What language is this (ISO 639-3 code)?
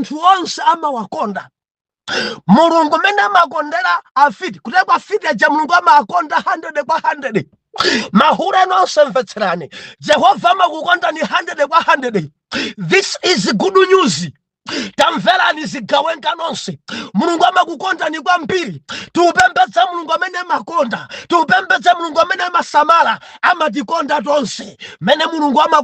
nya